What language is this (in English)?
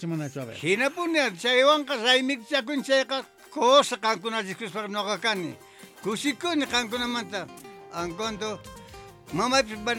South Bolivian Quechua